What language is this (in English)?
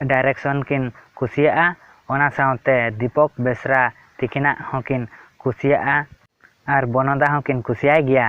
Santali